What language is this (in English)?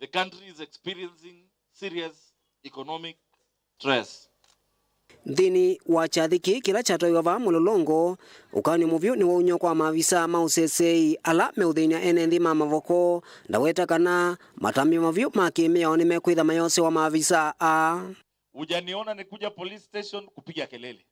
Kamba